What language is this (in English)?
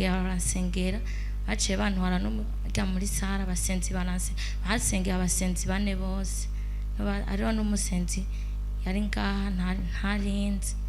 Rundi